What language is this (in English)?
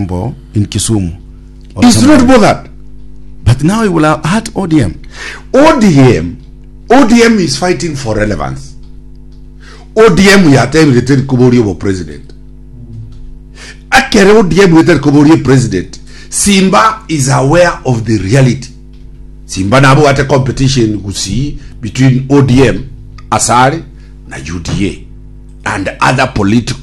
Gusii